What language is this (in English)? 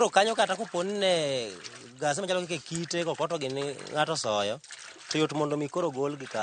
Luo (Kenya and Tanzania)